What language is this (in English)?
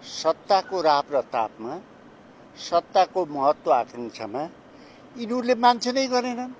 Nepali